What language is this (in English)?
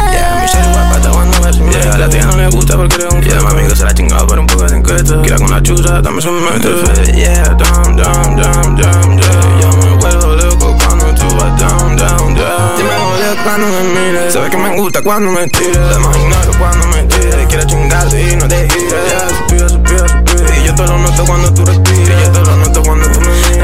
Spanish